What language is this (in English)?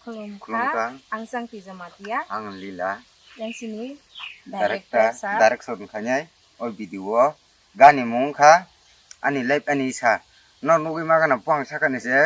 Kok Borok